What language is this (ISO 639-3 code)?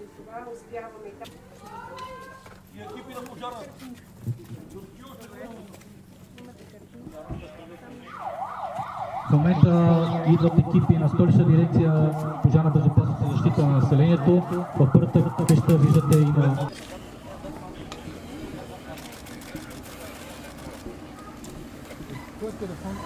bul